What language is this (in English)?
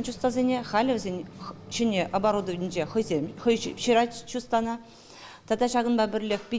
Chuvash